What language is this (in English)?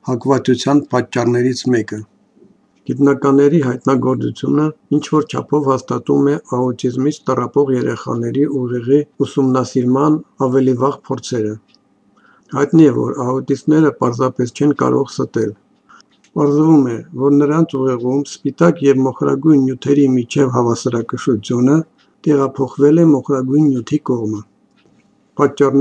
Armenian